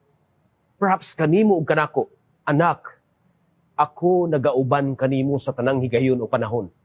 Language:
Cebuano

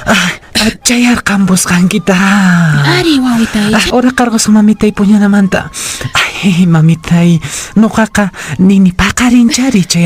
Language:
Quechua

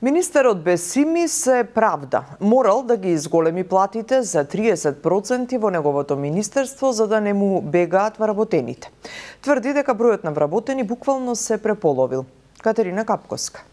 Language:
Macedonian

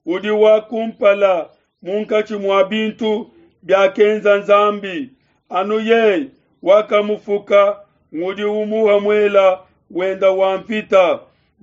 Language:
Luba-Lulua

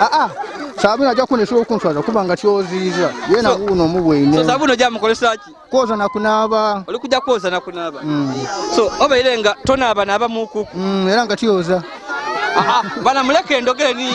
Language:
Ganda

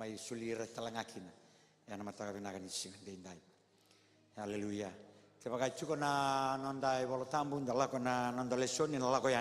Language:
Fijian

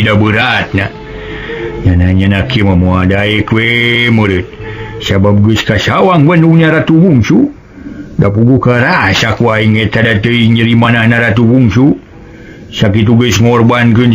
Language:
Sundanese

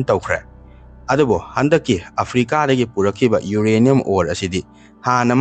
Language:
Manipuri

